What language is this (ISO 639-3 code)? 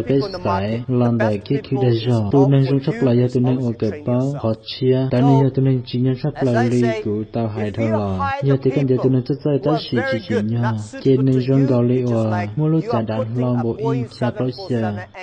hmn